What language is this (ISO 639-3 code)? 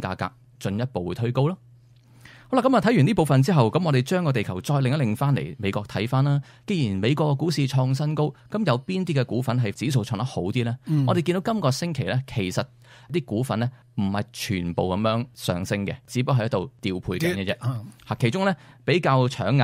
yue